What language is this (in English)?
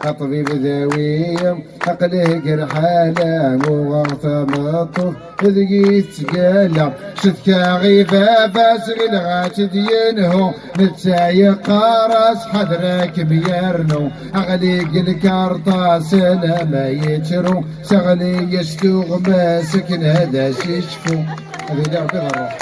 Kabyle